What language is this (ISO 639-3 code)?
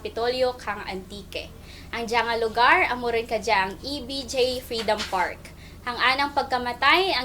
krj